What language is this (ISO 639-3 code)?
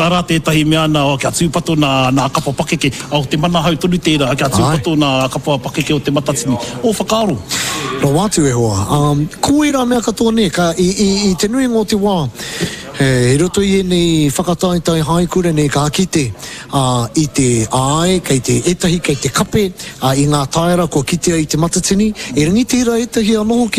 mri